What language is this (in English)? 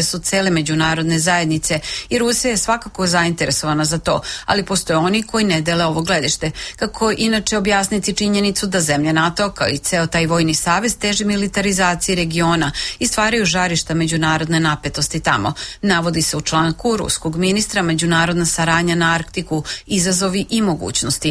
Serbian